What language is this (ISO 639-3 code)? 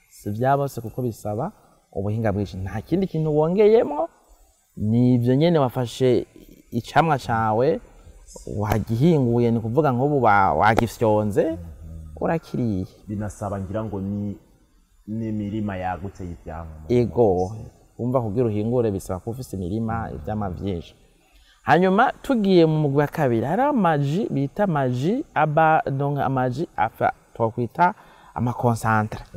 run